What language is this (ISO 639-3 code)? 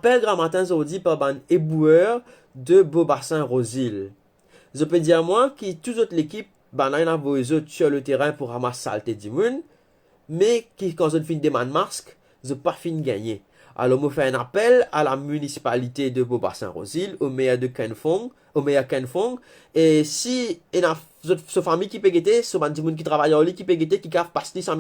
mfe